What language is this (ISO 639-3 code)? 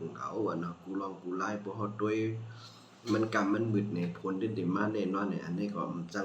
shn